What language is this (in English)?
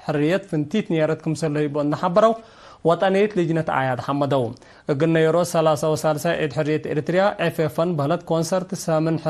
Tigre